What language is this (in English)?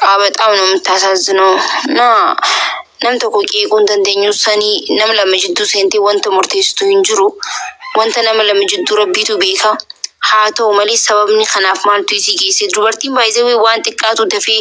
Oromo